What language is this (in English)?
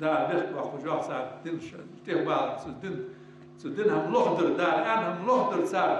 Ingush